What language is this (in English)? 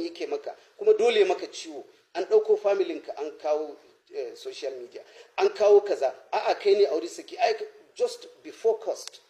Hausa